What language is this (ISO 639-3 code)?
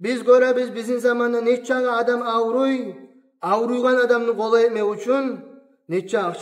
kum